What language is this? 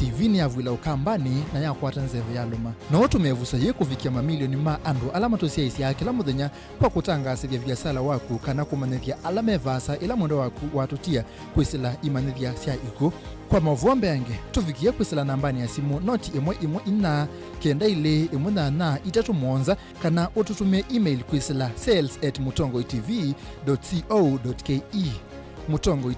Kamba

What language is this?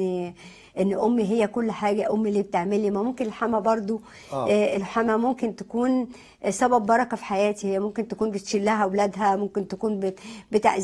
Egyptian Arabic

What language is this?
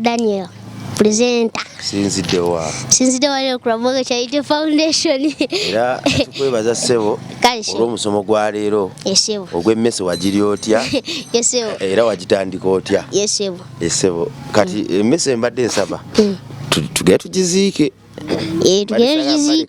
Ganda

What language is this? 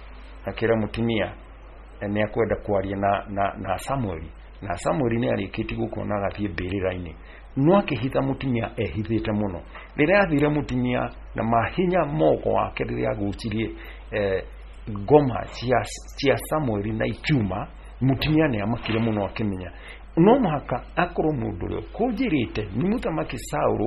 Kikuyu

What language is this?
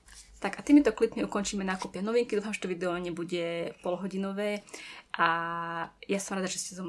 Slovak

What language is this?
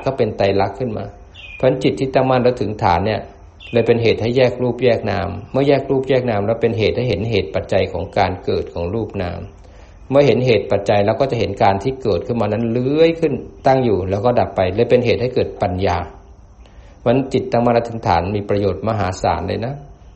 Thai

